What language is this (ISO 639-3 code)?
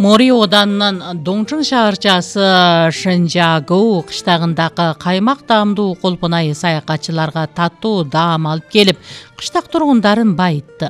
kir